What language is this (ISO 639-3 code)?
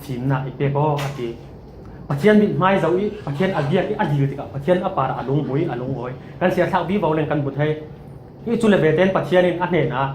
cfm